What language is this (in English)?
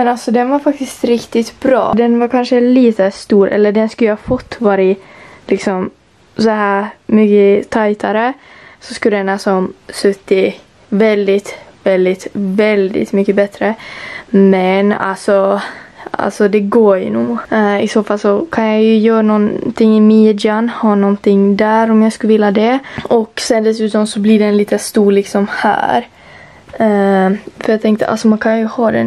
Swedish